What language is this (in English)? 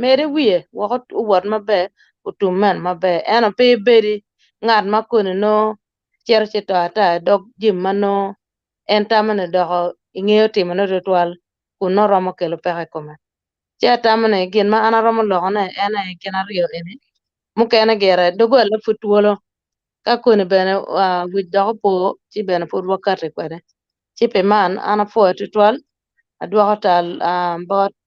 Acoli